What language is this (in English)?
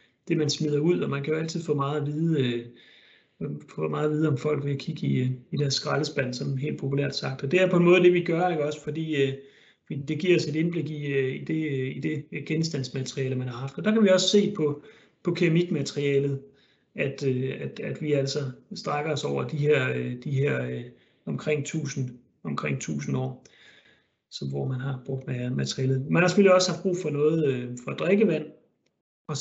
Danish